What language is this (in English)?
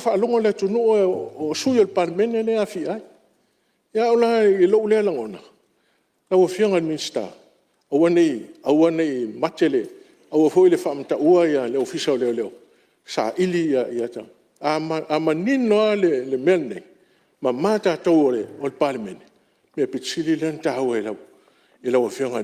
Samoan